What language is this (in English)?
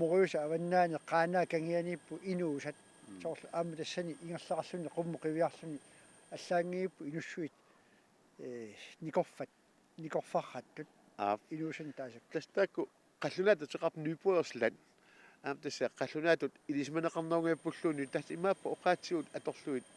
Kalaallisut